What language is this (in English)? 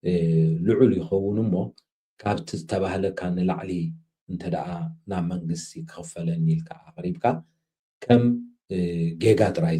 Tigrinya